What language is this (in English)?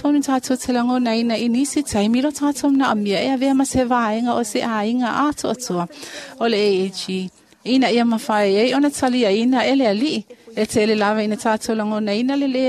Samoan